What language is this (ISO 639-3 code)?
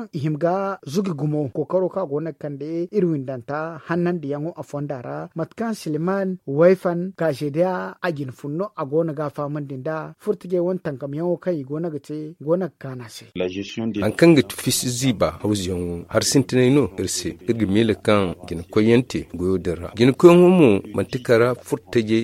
dje